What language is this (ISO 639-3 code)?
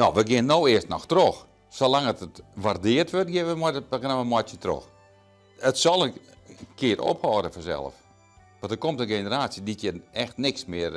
fry